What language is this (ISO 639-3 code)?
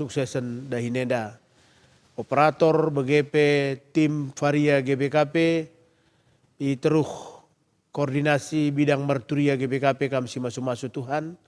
btx